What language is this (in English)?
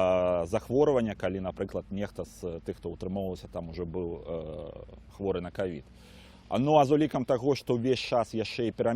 Belarusian